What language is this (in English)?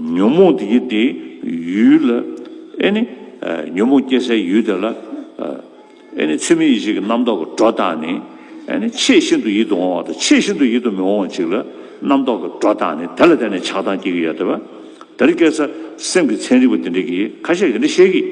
Tibetan